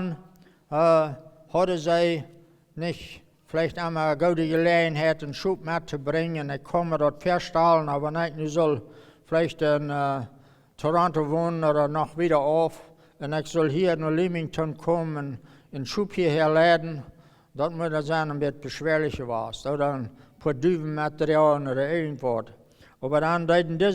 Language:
Plautdietsch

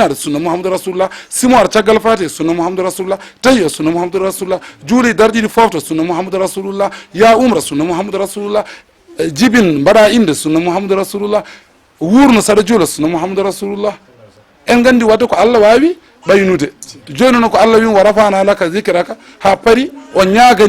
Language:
Fula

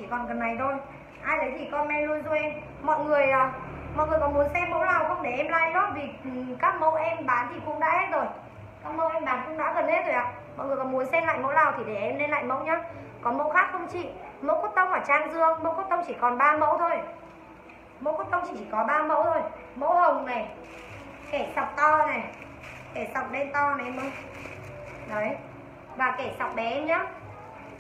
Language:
Vietnamese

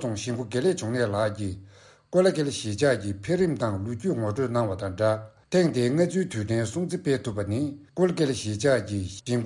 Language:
Tibetan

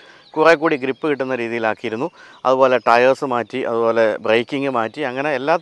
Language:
Malayalam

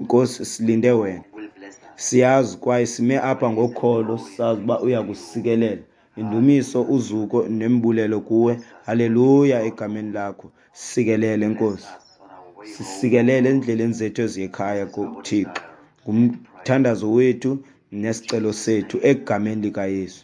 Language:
Xhosa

